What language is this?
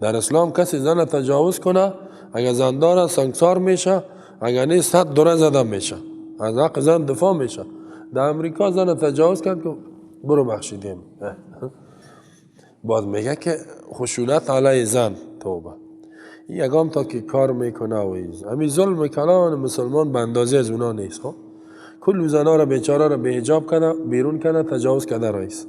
Persian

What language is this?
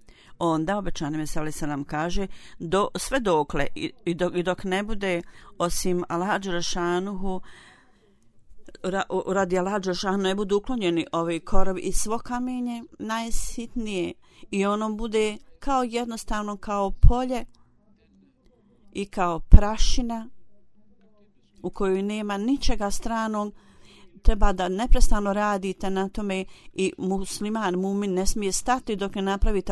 Bosnian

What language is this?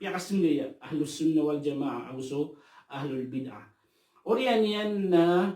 Maranao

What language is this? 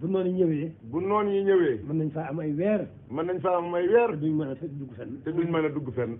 Wolof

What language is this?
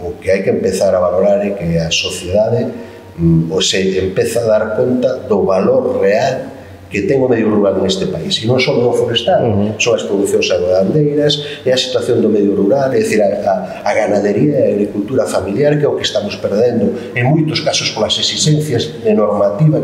Galician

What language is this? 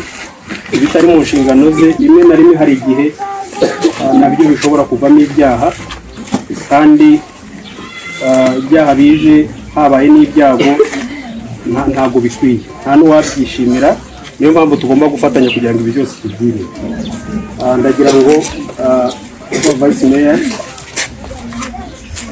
Kinyarwanda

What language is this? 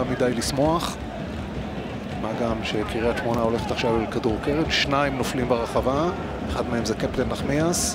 Hebrew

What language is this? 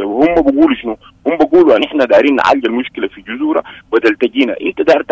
Sudanese Arabic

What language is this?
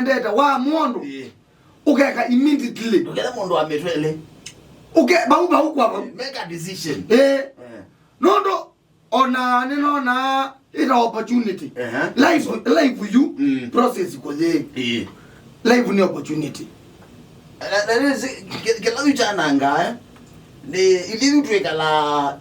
Kamba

